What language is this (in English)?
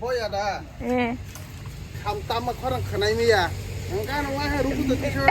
Kok Borok